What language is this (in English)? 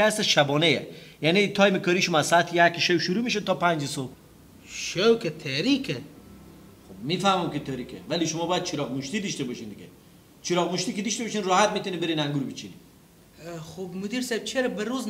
Persian